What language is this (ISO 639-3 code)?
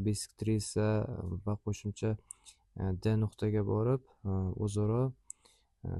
uzb